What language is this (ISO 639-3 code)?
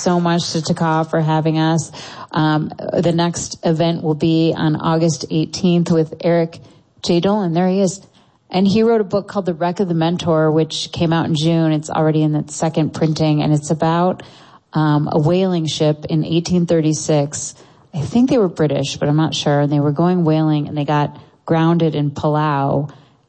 eng